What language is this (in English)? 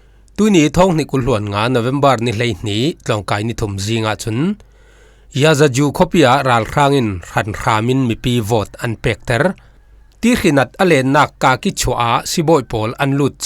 Falam Chin